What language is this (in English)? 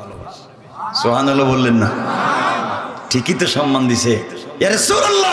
Bangla